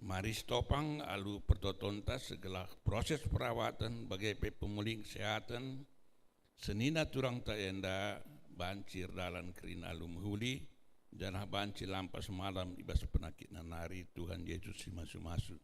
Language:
Batak Karo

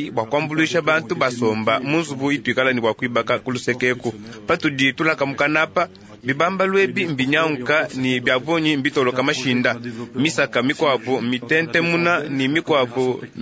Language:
Luba-Lulua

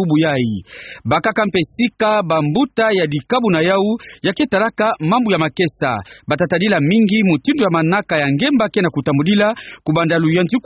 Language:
Kituba (Democratic Republic of Congo)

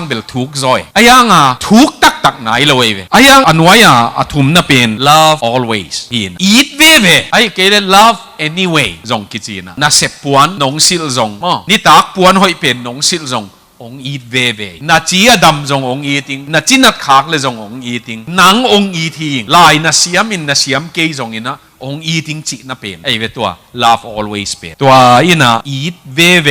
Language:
Tedim Chin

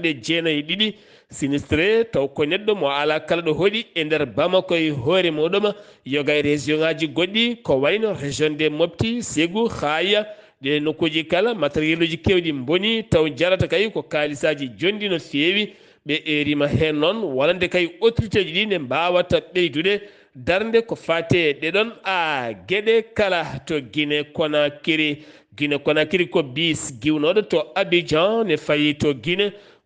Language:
Fula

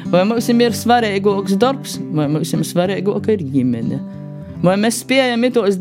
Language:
Latvian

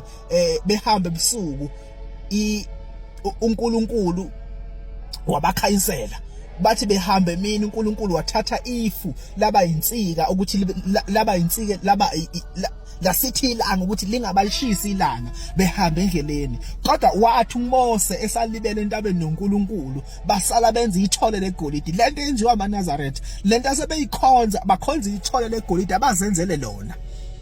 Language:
Zulu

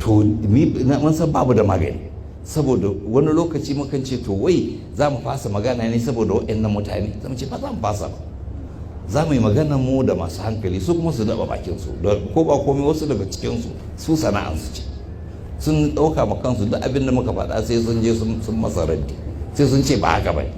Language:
Hausa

